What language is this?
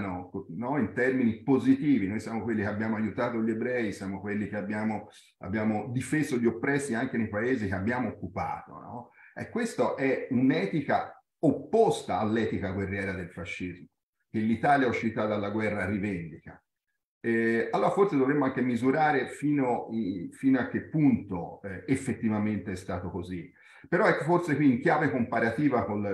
Italian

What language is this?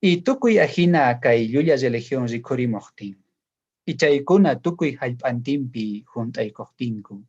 South Bolivian Quechua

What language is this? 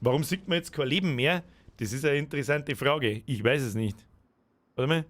Bavarian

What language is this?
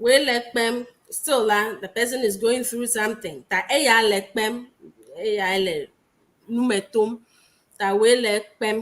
Ewe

